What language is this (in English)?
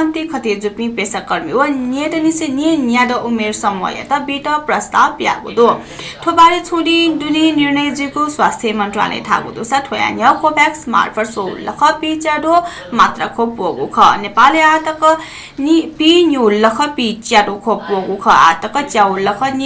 Newari